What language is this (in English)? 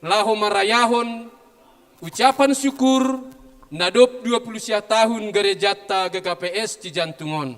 Batak Simalungun